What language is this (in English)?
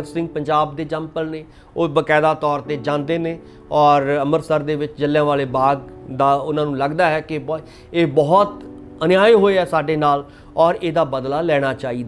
Punjabi